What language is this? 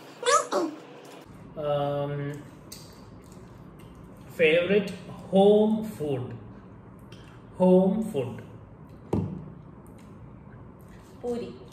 Malayalam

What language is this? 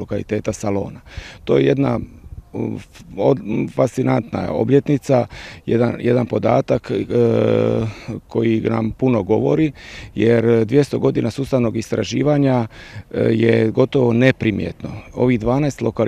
Croatian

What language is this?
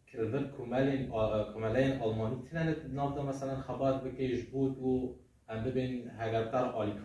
Kurdish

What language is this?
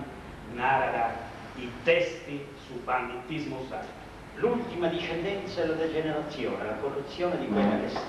Sardinian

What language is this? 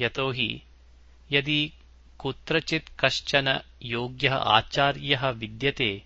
Sanskrit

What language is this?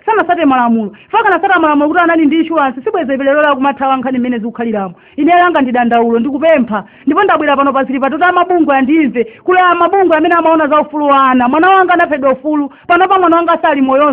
Nyanja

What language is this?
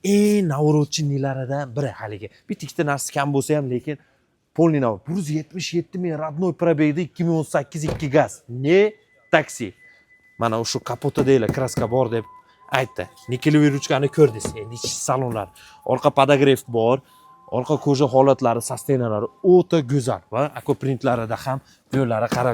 Uzbek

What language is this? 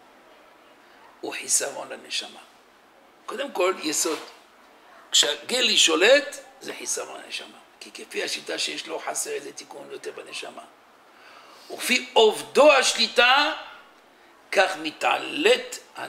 Hebrew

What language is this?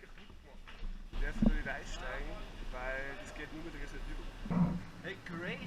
Bavarian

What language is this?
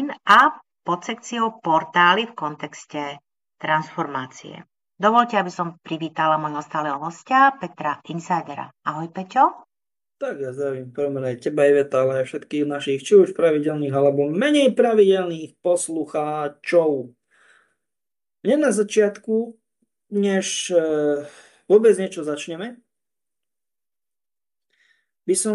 Slovak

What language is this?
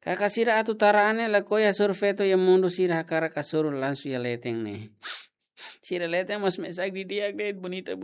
Tetum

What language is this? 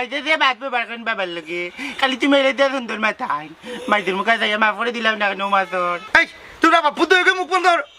Sylheti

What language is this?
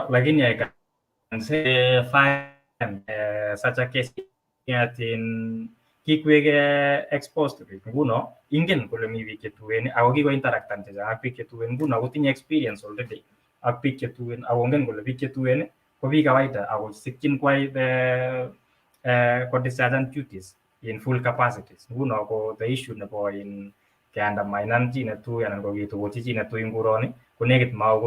Kalenjin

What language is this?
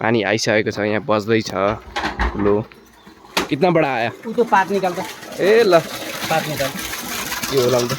Nepali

